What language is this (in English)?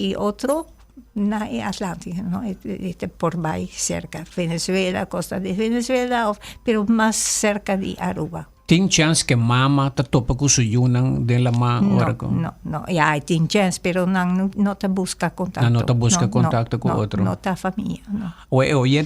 Papiamento